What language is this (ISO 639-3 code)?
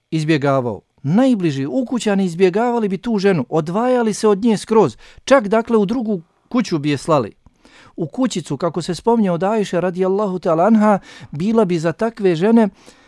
bos